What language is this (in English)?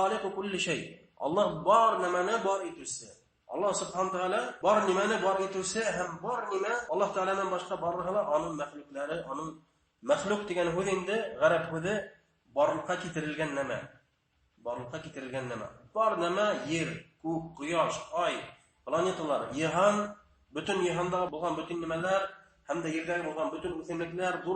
Bashkir